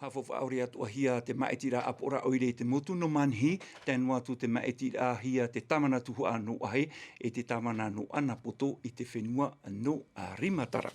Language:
Tahitian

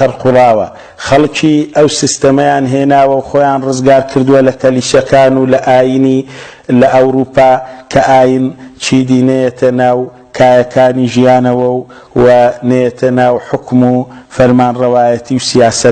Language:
Central Kurdish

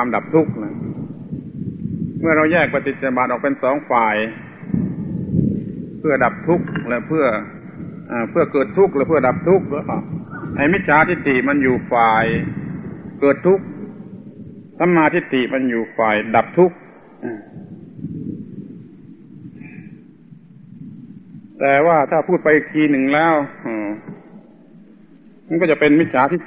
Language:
Thai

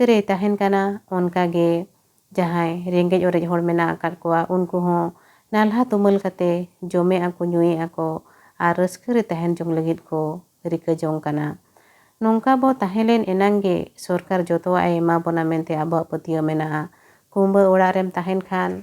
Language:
Santali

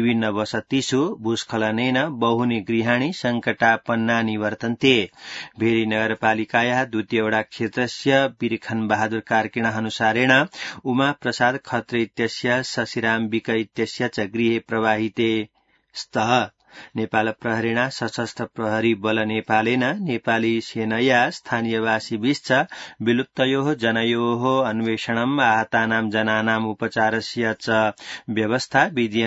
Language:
Sanskrit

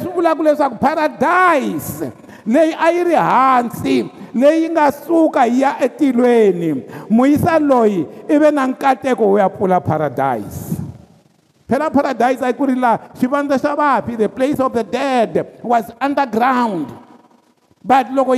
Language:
Tsonga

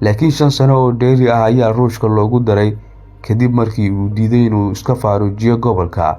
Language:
Somali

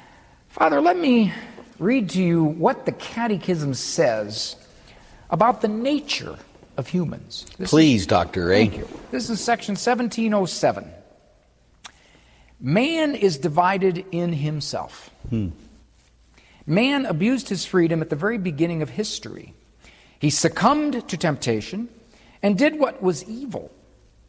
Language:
English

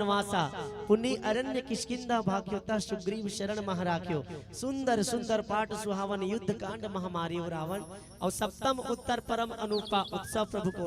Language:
Chhattisgarhi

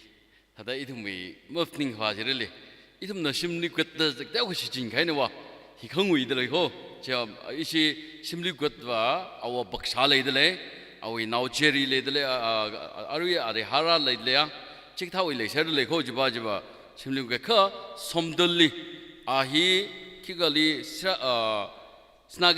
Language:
Tangkhul Naga (India)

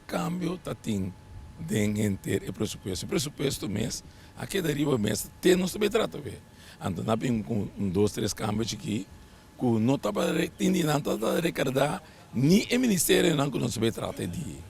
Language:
Papiamento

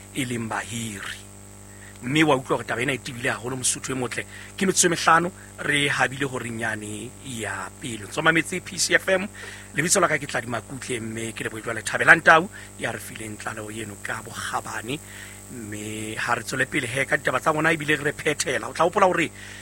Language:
Southern Sotho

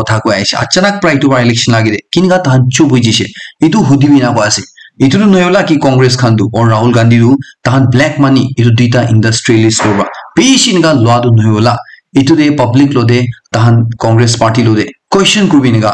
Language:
Naga Pidgin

